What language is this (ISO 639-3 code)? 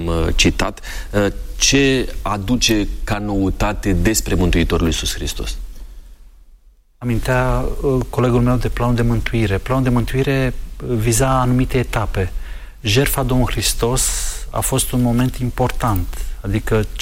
ron